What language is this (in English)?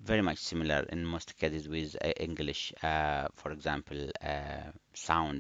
English